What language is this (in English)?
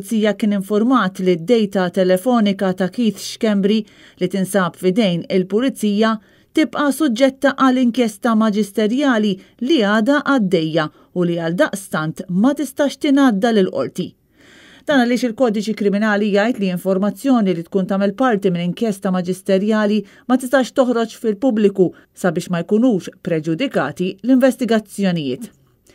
Maltese